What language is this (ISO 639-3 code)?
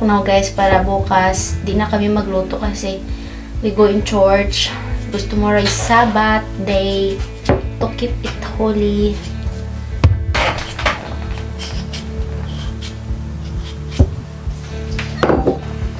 fil